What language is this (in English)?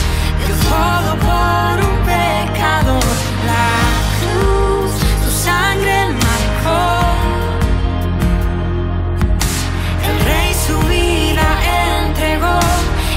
Spanish